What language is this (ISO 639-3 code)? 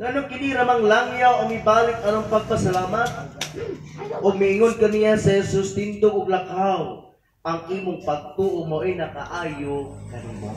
ceb